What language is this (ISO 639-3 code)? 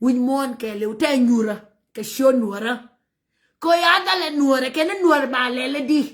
nus